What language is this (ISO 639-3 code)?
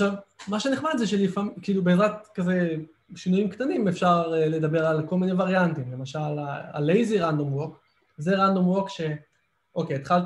heb